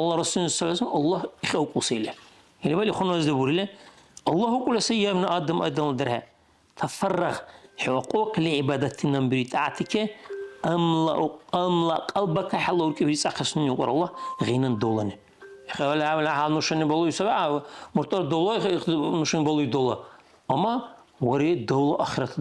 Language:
Dargwa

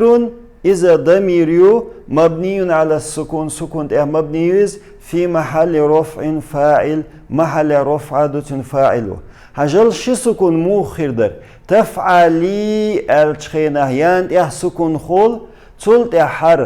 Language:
Chechen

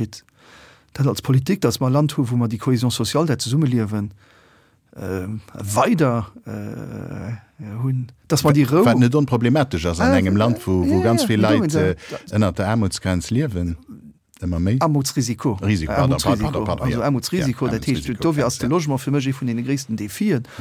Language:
Luxembourgish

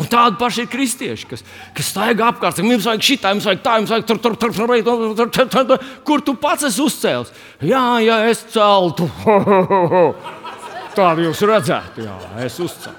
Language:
Latvian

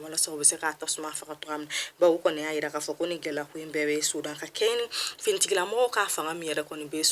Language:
Bambara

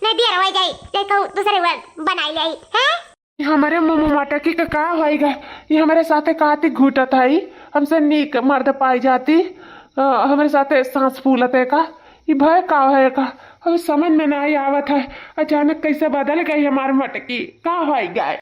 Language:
Awadhi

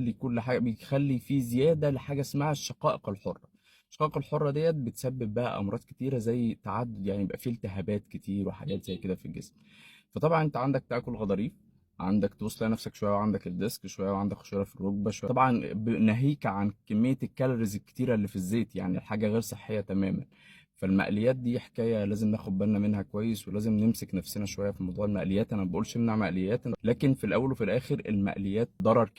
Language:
Egyptian Arabic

